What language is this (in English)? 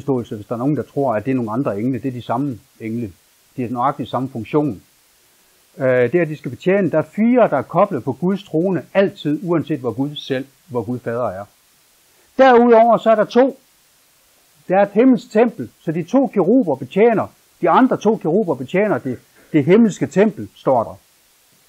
Danish